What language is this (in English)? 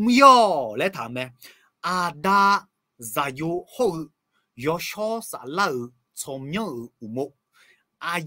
Akha